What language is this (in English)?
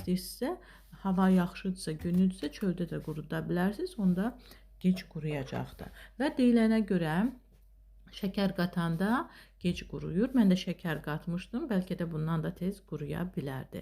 Azerbaijani